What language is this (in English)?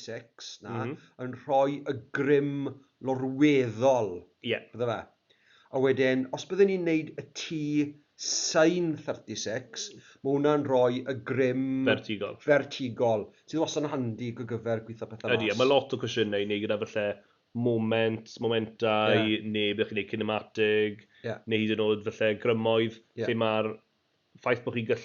Welsh